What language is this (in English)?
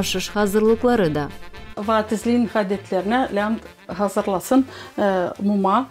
Gagauz